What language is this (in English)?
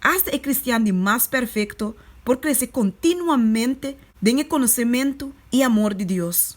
Papiamento